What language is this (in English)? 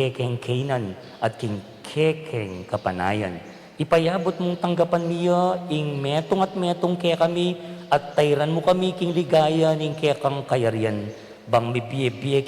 Pampanga